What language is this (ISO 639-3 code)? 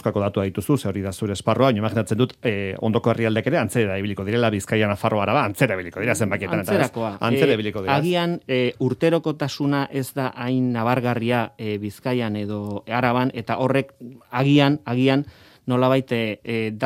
eus